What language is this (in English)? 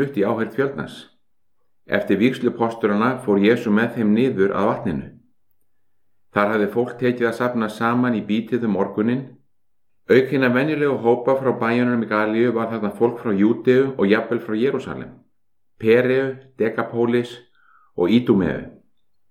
Icelandic